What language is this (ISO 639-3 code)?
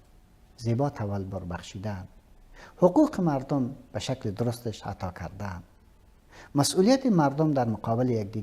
fas